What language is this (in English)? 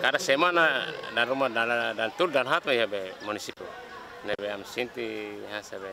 Tetum